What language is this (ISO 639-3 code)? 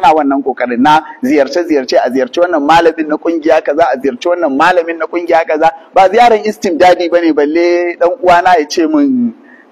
hau